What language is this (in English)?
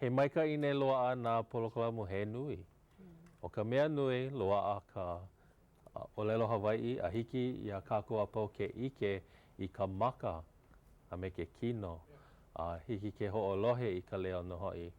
Hawaiian